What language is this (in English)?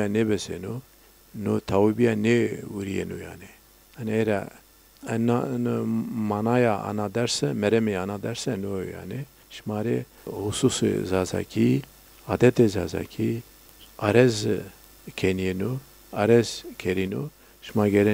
Zaza